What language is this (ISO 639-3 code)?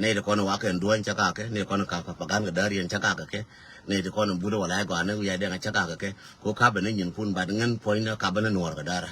nus